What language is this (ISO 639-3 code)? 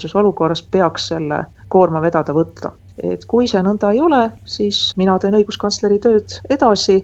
est